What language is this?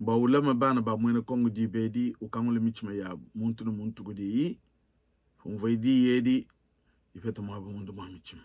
Luba-Lulua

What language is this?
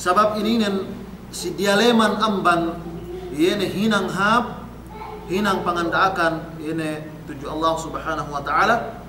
Yakan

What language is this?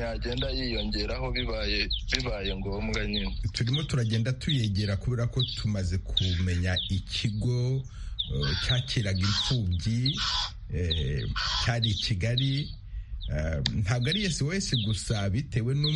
Kinyarwanda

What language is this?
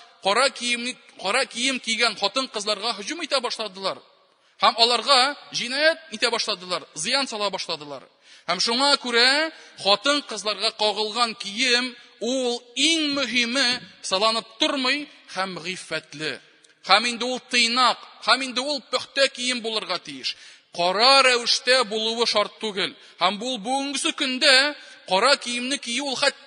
Tatar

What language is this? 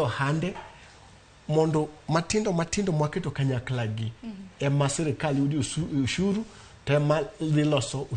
Luo (Kenya and Tanzania)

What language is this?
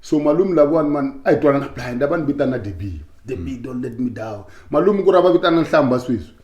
Tsonga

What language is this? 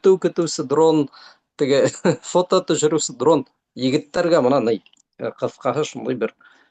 Bashkir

